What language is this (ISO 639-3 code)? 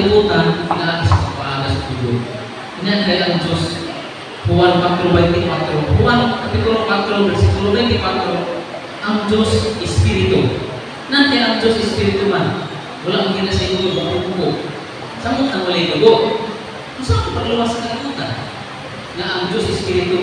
ceb